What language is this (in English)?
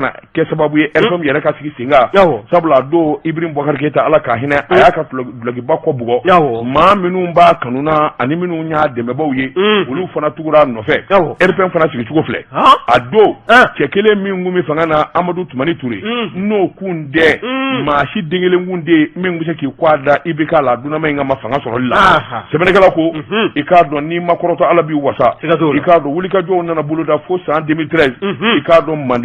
Bambara